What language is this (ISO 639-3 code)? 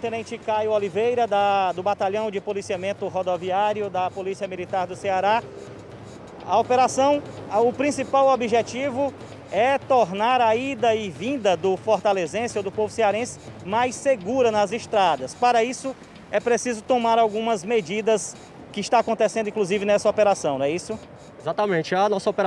por